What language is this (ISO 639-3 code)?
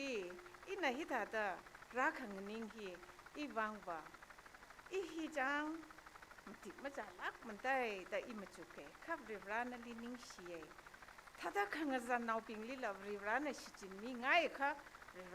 nmf